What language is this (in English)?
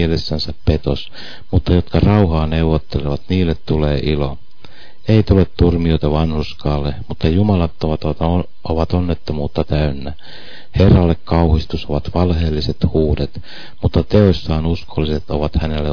Finnish